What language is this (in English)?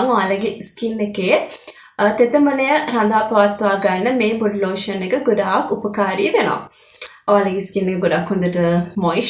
Sinhala